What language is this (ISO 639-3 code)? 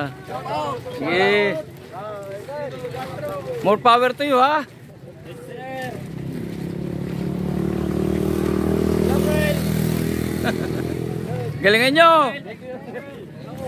fil